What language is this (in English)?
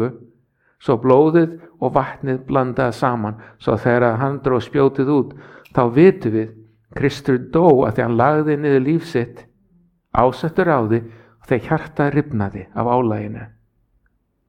Icelandic